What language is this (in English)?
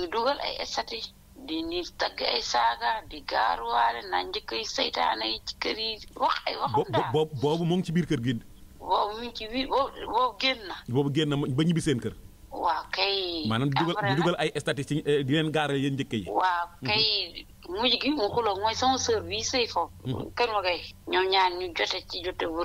Wolof